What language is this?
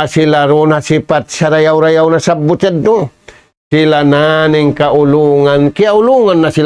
Tausug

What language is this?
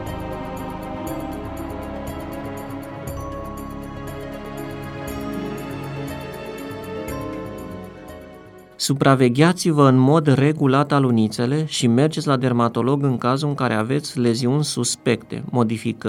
Romanian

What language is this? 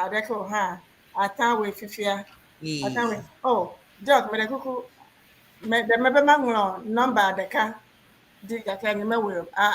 Ewe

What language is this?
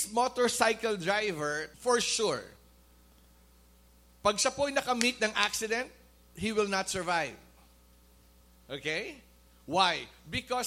Filipino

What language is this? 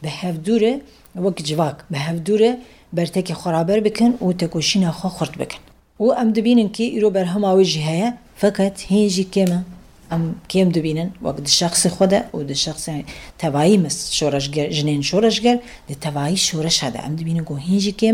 Kurdish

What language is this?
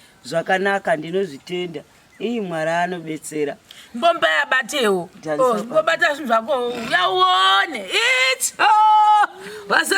Shona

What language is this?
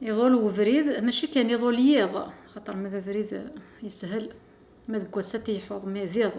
Kabyle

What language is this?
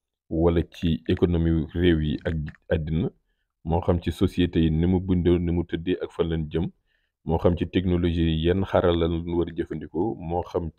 Wolof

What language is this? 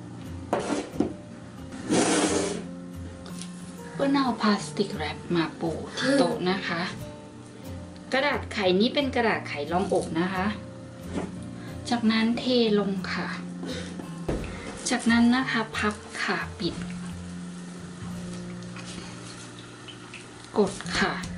Thai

